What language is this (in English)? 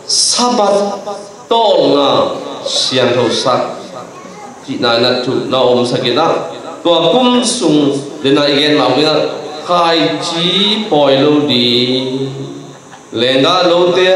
Tedim Chin